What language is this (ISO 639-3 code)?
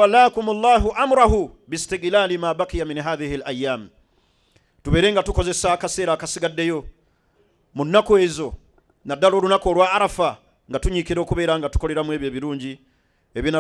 lug